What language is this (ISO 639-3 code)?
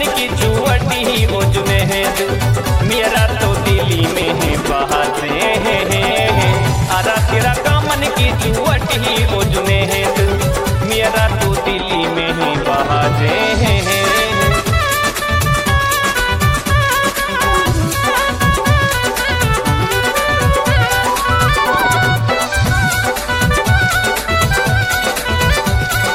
bho